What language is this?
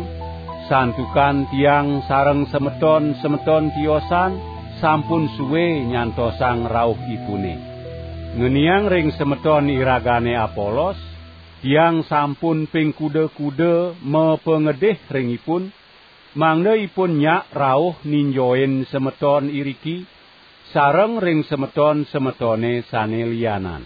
Balinese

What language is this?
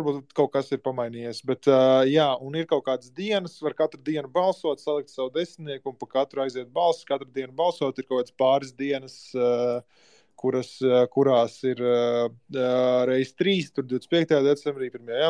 Latvian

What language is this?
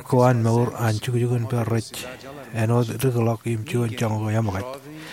Marshallese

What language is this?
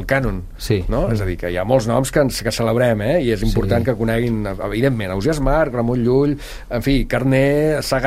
Catalan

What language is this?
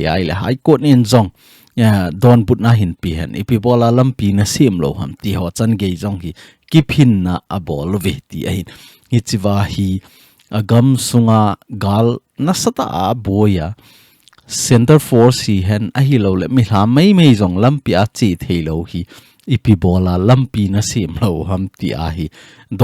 Thado Chin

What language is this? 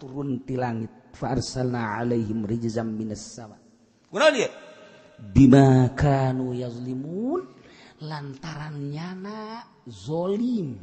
Sundanese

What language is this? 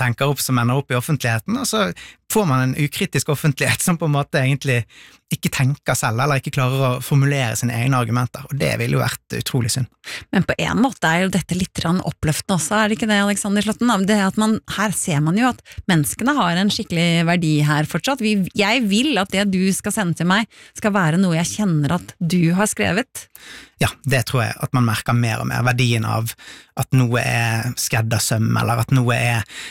Norwegian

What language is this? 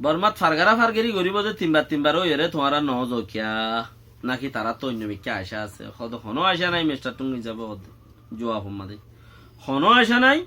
Rohingya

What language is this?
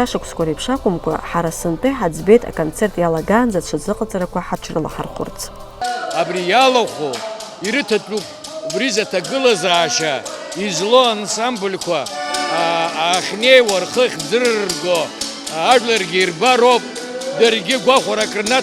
Abkhazian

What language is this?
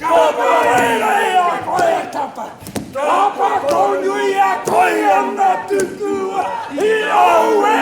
Māori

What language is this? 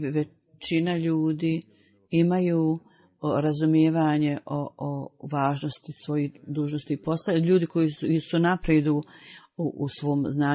Bosnian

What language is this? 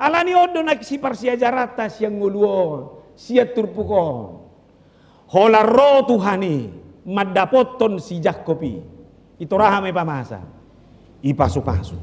Batak Toba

